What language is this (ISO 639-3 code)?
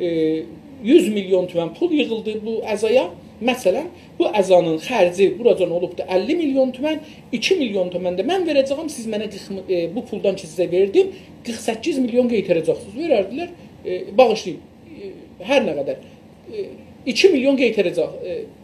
azb